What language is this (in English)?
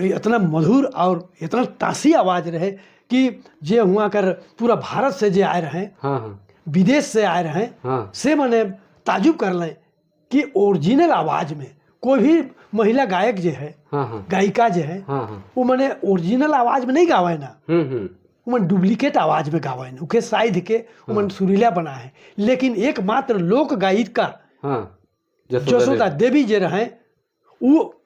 Sadri